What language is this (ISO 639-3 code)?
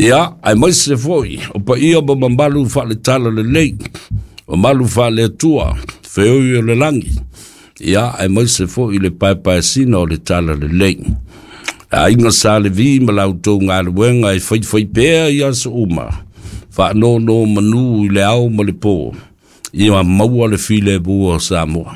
smo